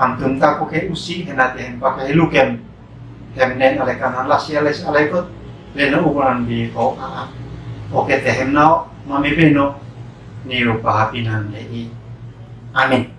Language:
Uab Meto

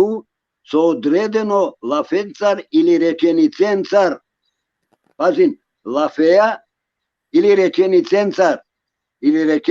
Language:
Balkan Romani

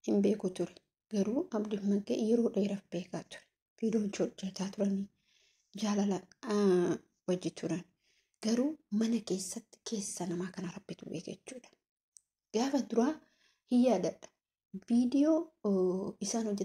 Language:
Oromo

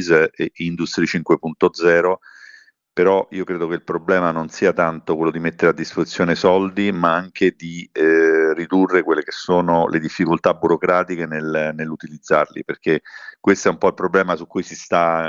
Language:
Italian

